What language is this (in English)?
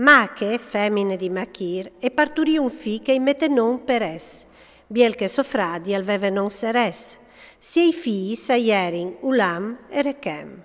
Friulian